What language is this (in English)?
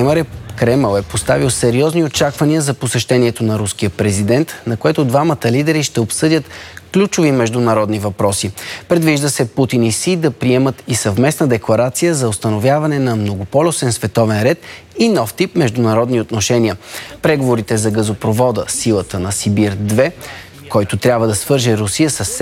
Bulgarian